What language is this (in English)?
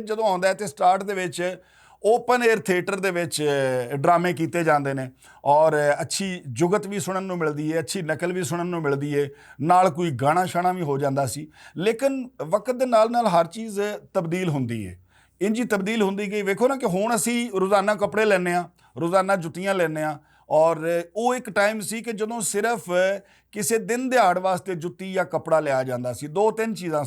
Western Panjabi